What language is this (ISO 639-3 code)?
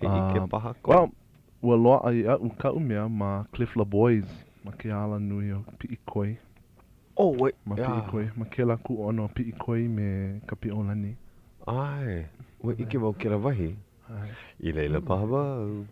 haw